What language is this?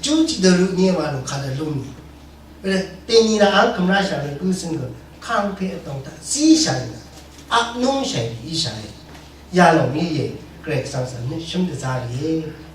Rawang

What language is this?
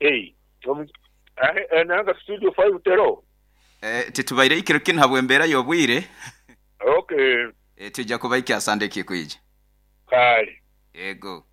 Nyoro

